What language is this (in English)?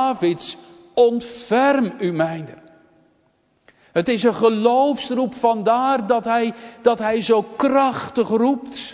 Dutch